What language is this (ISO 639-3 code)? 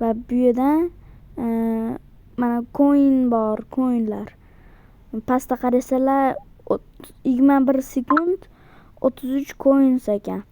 uzb